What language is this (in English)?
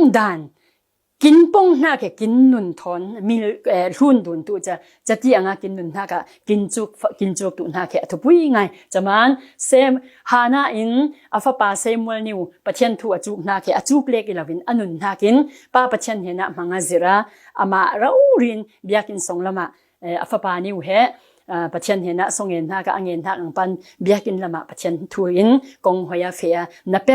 Falam Chin